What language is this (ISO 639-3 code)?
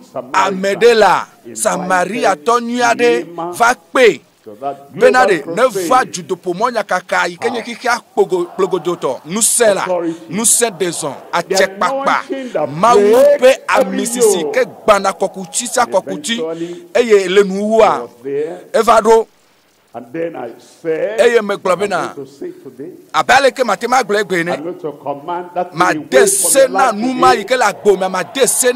ewe